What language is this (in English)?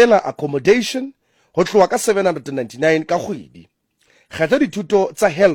Southern Sotho